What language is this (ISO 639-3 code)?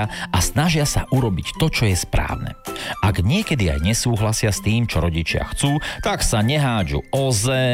slk